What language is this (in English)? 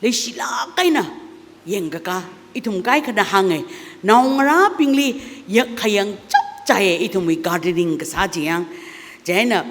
Tangkhul Naga (India)